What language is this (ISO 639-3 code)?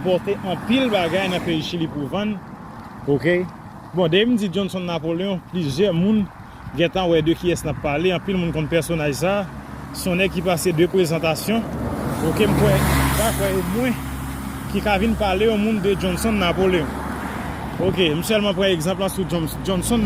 hat